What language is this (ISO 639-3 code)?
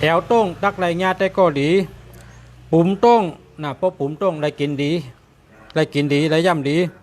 shn